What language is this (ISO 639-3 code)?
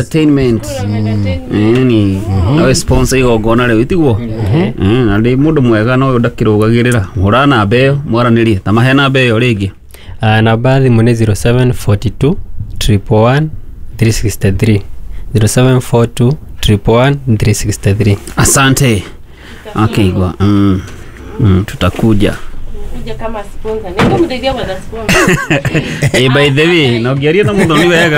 kik